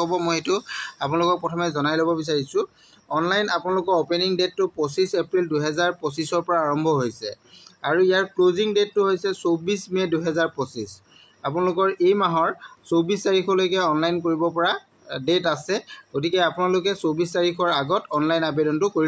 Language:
Assamese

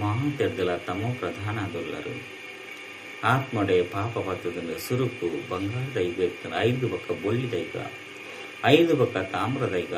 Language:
Tulu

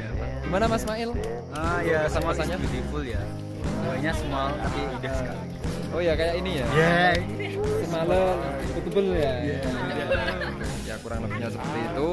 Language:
Indonesian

